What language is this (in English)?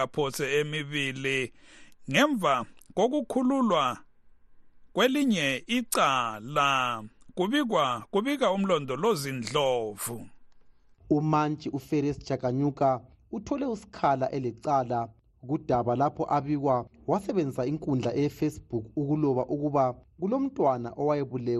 North Ndebele